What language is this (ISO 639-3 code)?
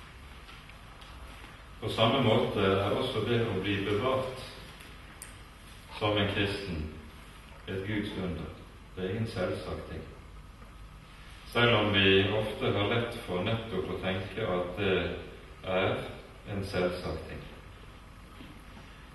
nor